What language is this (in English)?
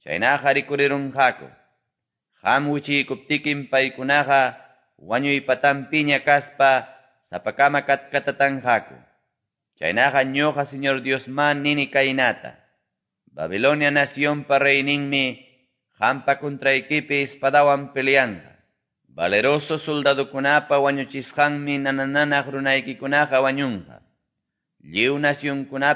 Quechua